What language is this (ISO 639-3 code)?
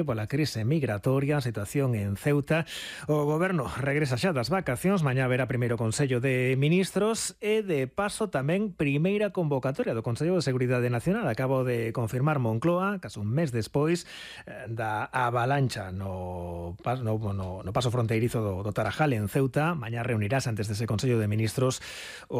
glg